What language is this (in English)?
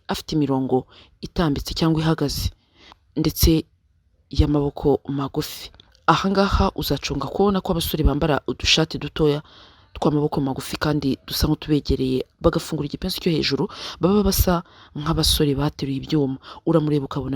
Kinyarwanda